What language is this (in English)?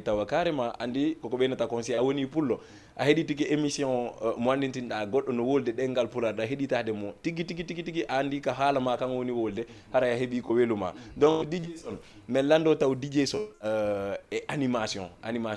Fula